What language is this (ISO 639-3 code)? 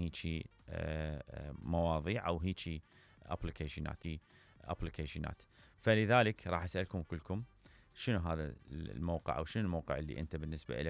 acm